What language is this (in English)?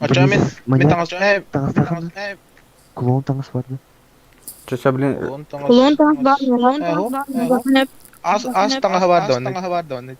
Yakut